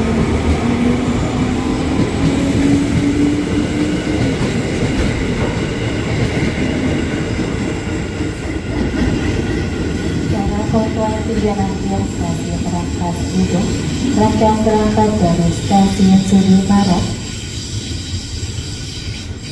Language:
Indonesian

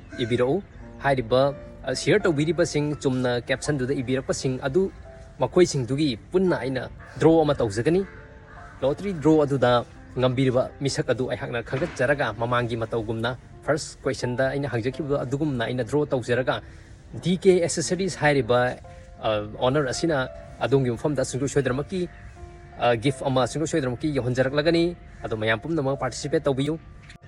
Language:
Manipuri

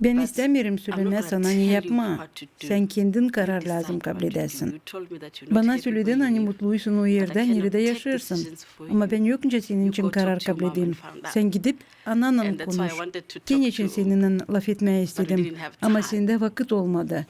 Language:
Gagauz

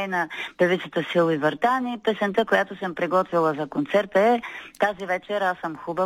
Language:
Bulgarian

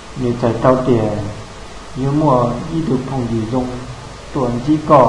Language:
Hmong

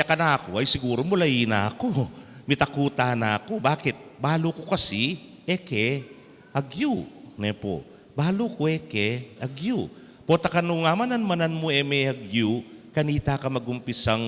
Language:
Pampanga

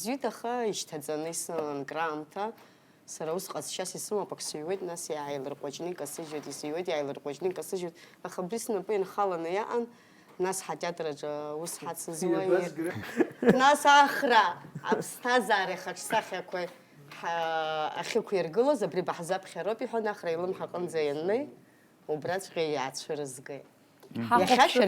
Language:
Abkhazian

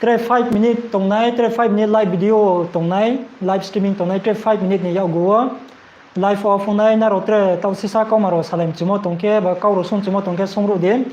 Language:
Riang (India)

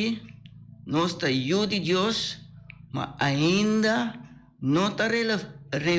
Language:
Papiamento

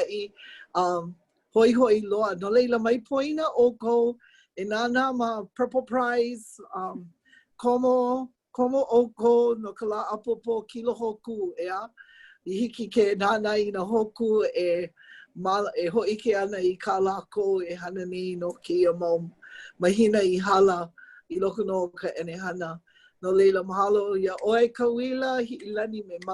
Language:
Hawaiian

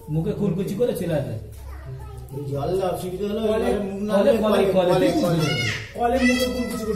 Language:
Bangla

